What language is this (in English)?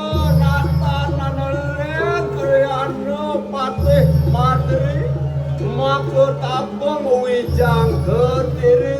Balinese